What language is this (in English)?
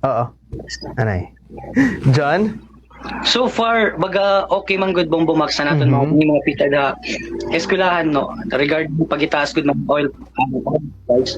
Waray